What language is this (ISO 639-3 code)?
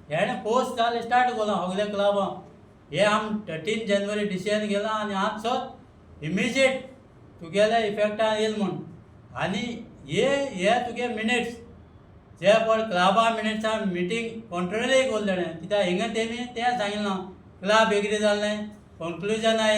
kok